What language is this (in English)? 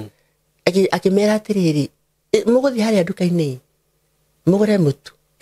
Kikuyu